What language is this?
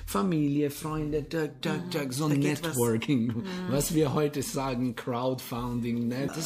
German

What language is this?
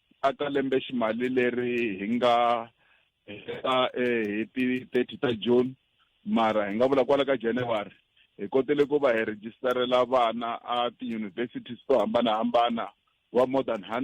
Tsonga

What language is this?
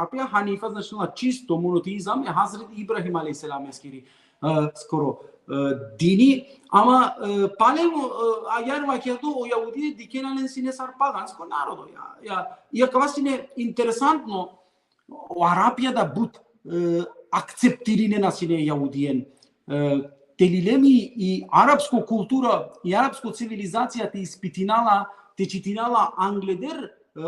Balkan Romani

